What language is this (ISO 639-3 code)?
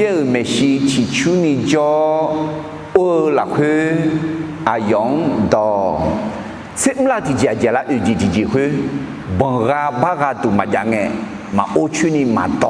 ahk